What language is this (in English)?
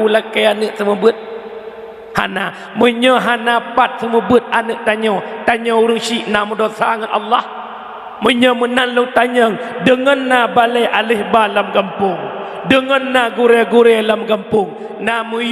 Achinese